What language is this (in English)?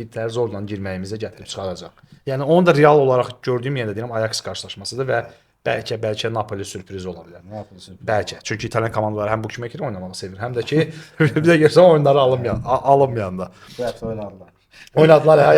Azerbaijani